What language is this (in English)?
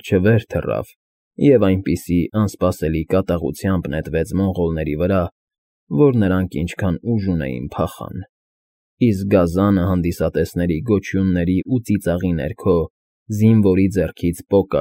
Armenian